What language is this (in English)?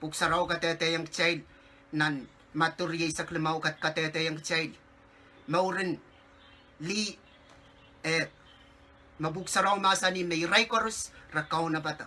Pohnpeian